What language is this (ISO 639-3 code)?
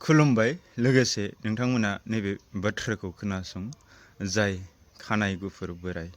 brx